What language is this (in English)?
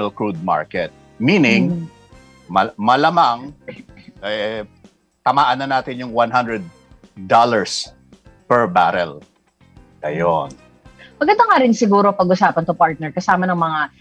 Filipino